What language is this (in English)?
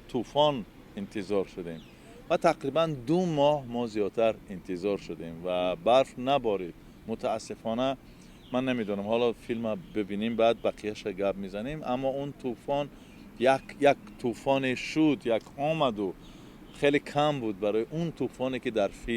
Tajik